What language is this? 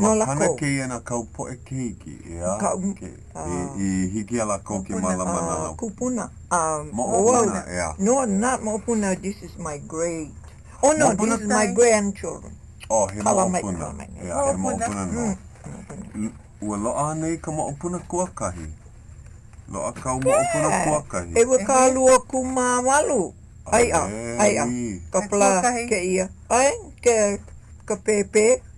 Hawaiian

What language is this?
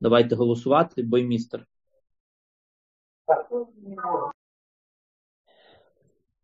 Ukrainian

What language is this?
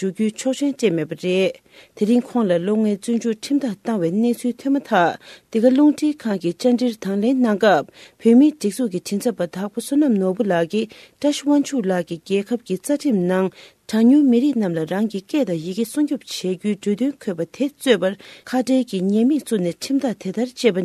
Tibetan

